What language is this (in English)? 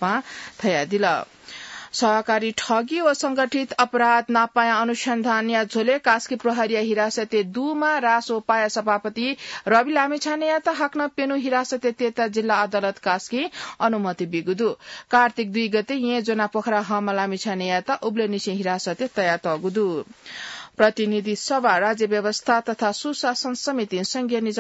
Newari